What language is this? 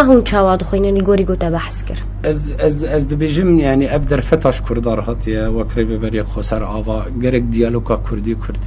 Kurdish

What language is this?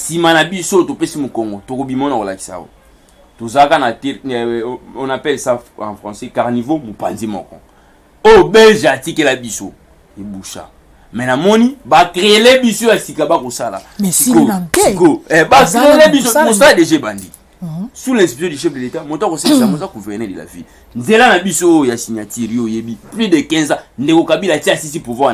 Lingala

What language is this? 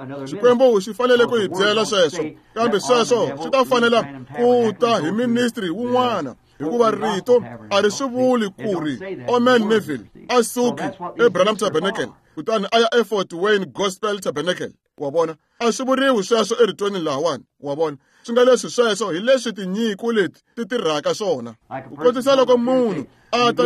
Tsonga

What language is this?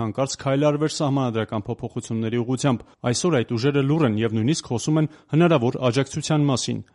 Armenian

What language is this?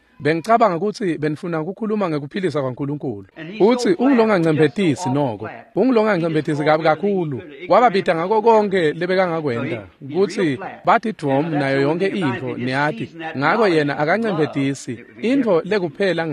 Swati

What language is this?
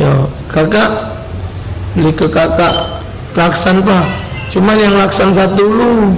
Musi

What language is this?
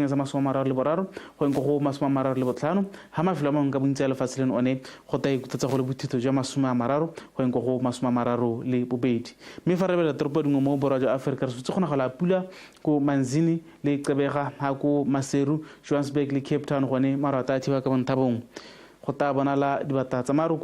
Tswana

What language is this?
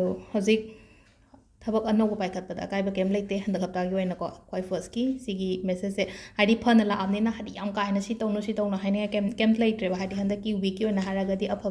Manipuri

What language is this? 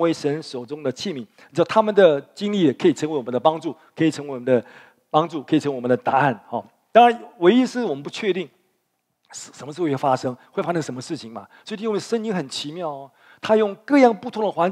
Chinese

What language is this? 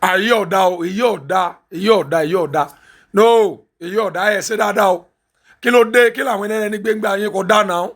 Yoruba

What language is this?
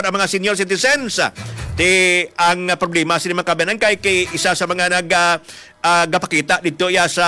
Hiligaynon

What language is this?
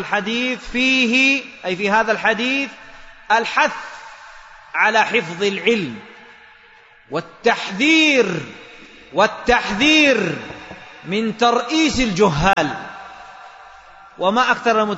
Arabic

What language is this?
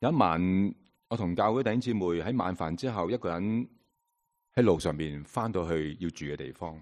Cantonese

